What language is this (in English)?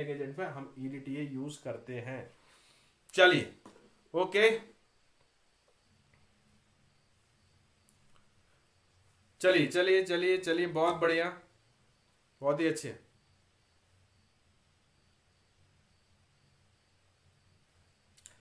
Hindi